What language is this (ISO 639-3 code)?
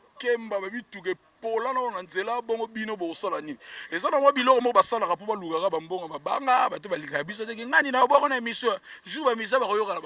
lin